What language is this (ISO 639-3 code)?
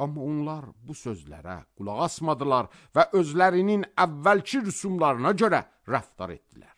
aze